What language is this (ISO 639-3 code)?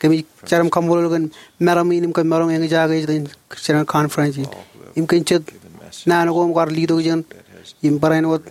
mah